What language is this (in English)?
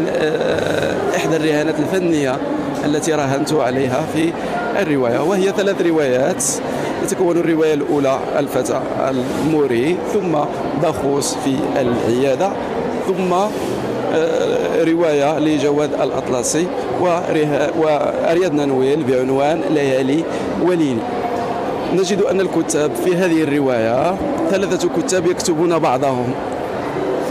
Tunisian Arabic